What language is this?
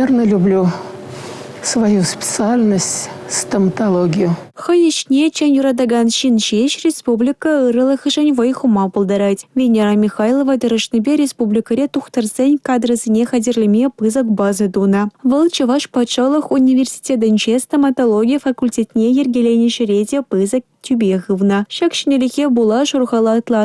Chuvash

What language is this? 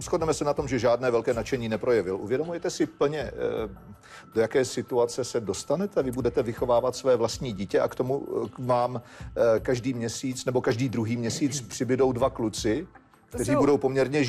Czech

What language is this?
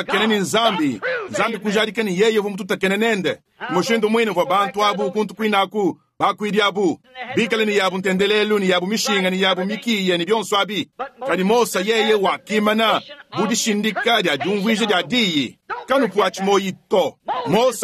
Luba-Lulua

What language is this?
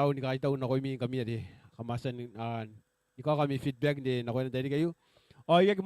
Gilbertese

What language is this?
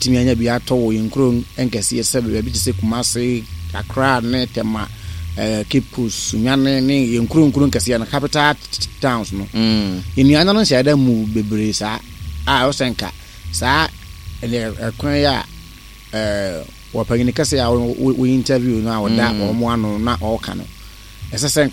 Akan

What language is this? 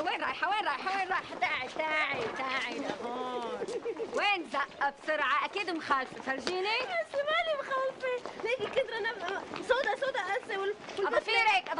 North Levantine Arabic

